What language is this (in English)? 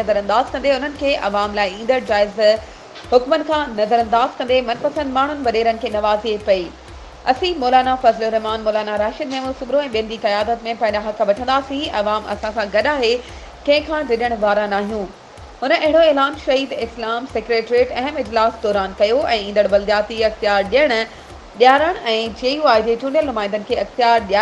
Sindhi